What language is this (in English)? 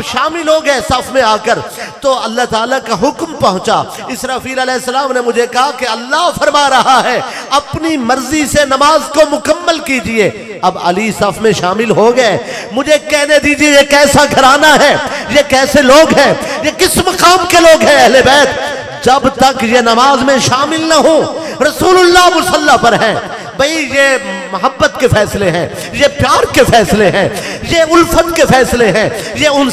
Urdu